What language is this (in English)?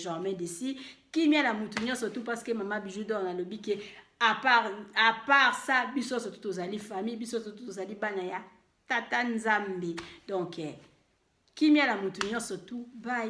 Lingala